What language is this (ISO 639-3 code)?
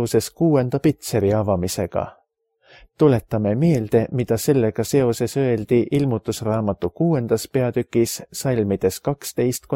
est